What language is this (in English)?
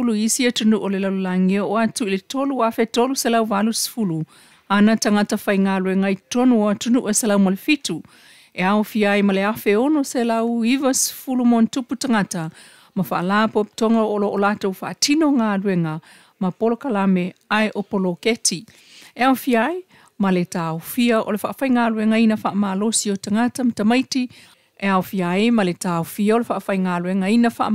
Samoan